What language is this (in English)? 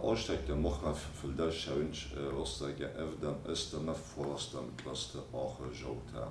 Ossetic